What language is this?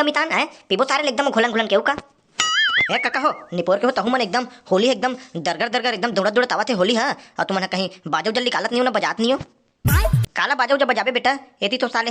Chhattisgarhi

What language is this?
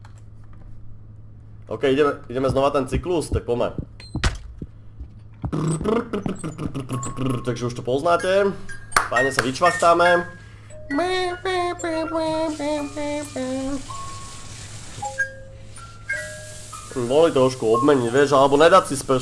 Slovak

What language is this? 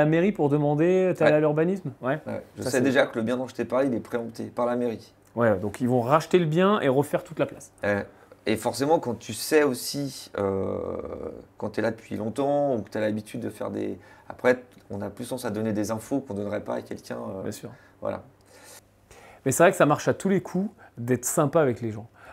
French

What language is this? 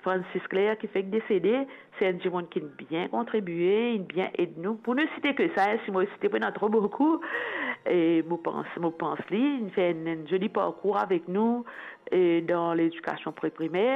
Morisyen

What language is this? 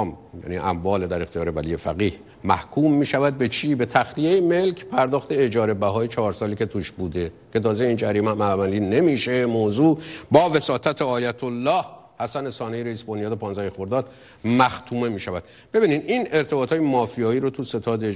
Persian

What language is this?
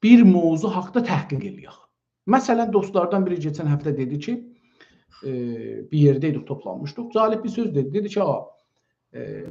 South Azerbaijani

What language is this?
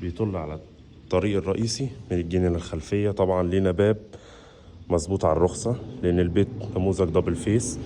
Egyptian Arabic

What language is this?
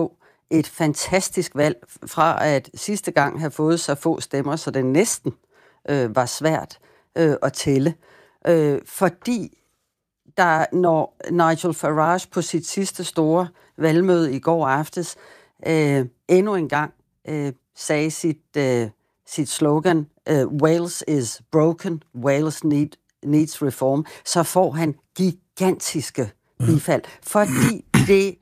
Danish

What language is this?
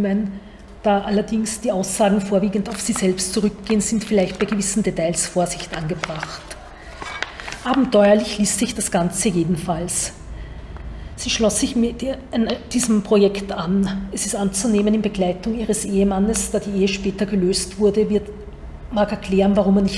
German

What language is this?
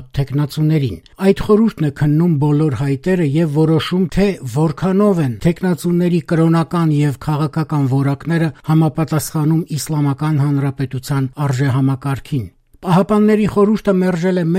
Armenian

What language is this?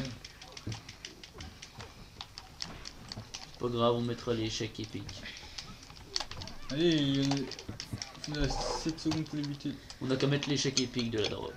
French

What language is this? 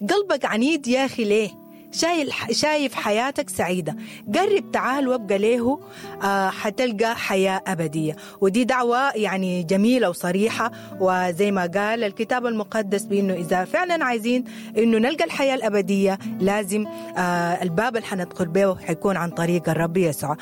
Sudanese Arabic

